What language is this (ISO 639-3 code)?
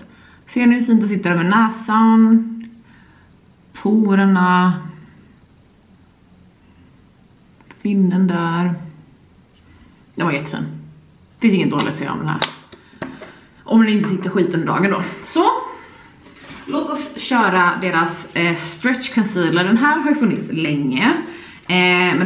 swe